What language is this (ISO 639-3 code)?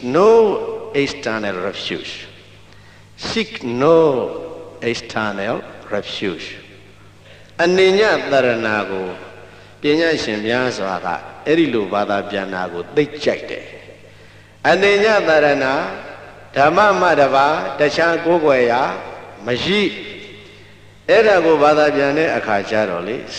mya